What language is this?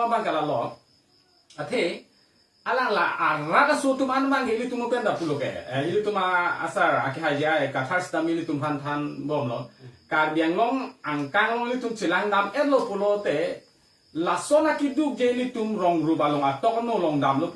Karbi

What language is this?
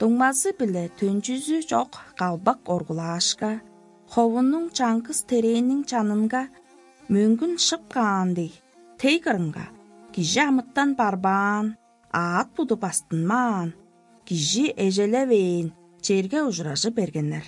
Tuvinian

